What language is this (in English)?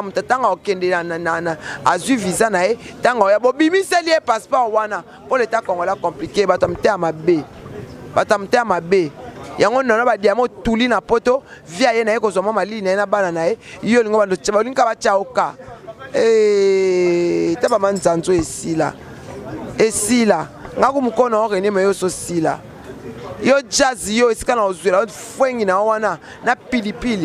Lingala